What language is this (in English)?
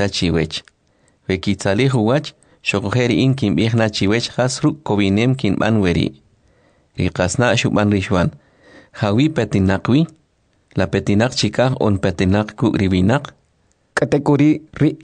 Kʼicheʼ